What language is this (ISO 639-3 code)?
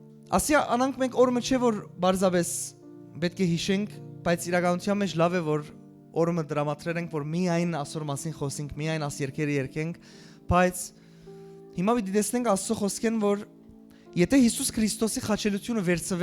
hyw